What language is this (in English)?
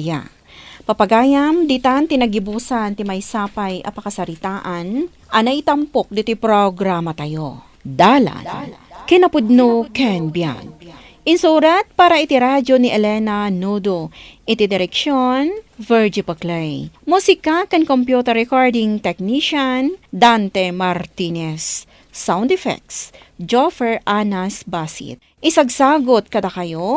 Iloko